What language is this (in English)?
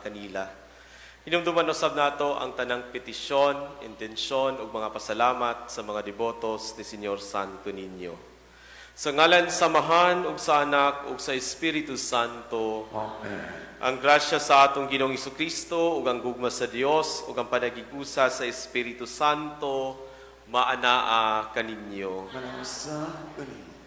Cebuano